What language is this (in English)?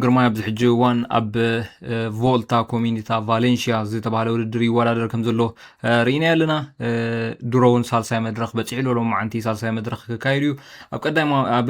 Tigrinya